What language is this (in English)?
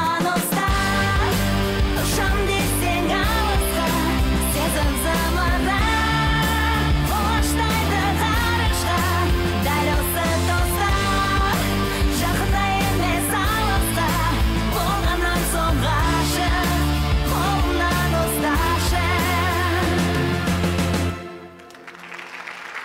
Kazakh